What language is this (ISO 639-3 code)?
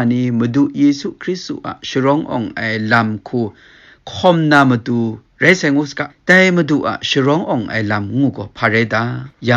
kac